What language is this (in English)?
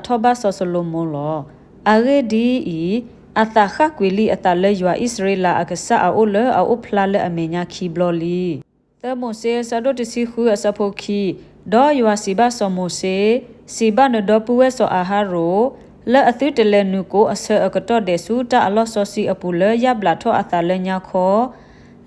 S'gaw Karen